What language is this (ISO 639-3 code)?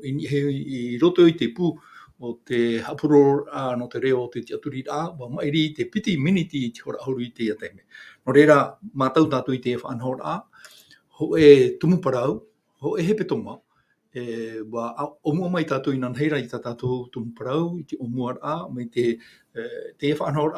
tah